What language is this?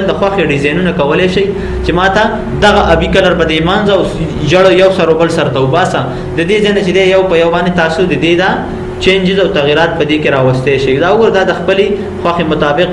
Pashto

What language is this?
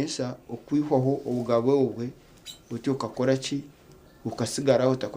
Nyankole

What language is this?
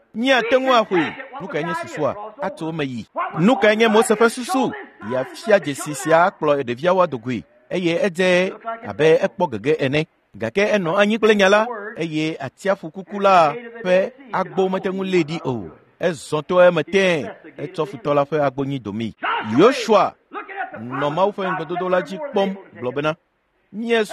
Ewe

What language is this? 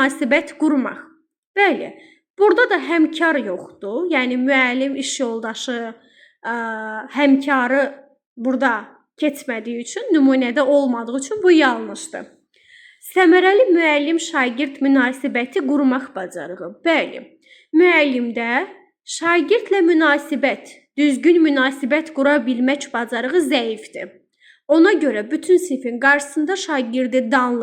Azerbaijani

